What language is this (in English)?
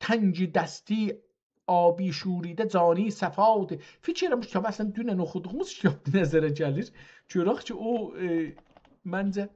South Azerbaijani